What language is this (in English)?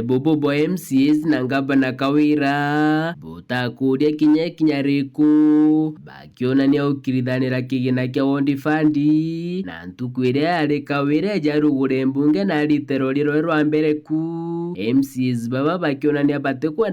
Meru